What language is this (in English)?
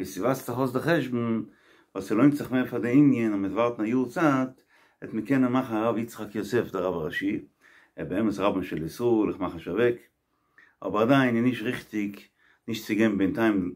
Yiddish